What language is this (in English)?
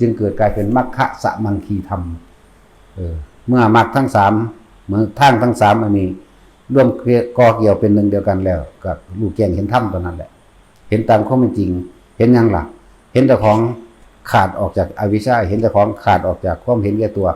Northeastern Thai